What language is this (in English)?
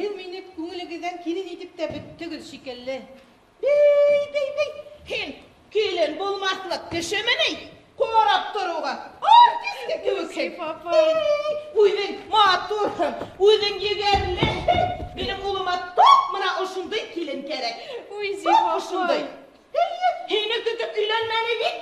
Bashkir